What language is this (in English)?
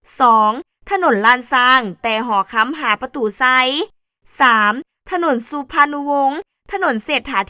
Lao